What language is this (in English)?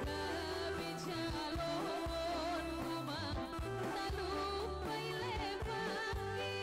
Batak Simalungun